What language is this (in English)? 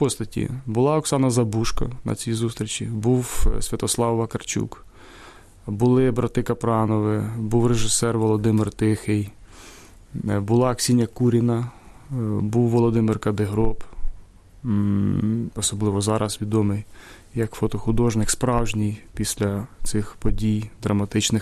Ukrainian